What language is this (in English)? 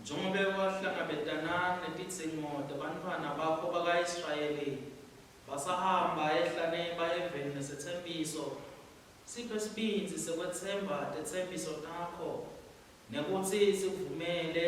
Swati